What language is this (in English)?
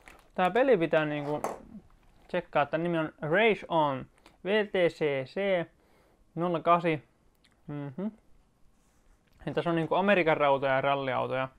Finnish